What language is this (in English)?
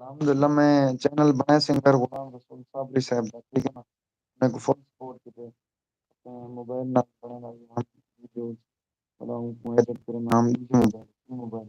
Saraiki